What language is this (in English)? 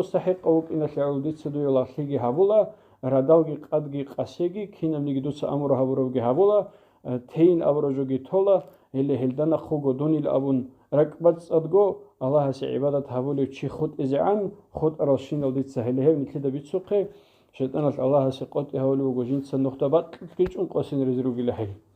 Avaric